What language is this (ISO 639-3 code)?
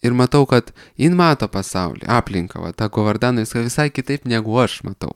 lit